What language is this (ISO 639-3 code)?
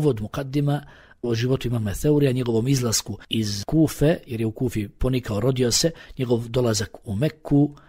bos